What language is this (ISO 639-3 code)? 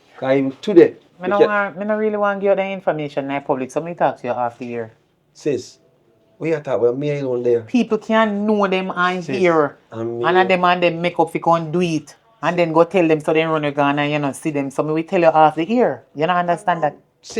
jam